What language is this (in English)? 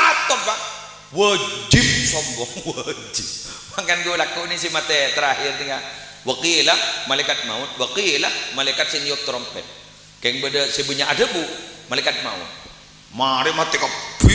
Madurese